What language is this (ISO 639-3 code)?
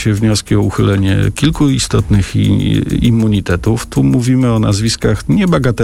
pol